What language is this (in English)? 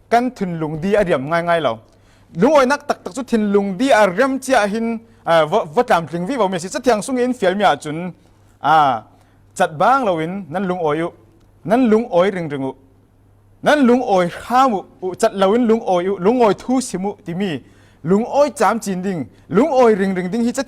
Falam Chin